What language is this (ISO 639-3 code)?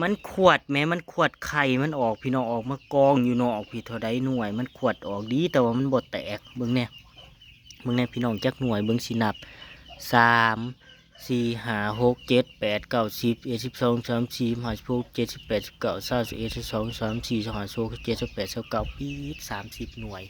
tts